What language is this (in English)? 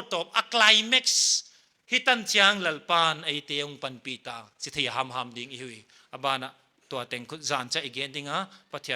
Paite Chin